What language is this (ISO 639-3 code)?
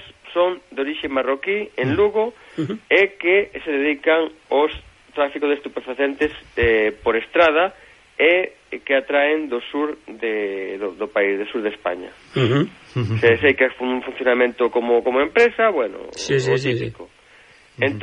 glg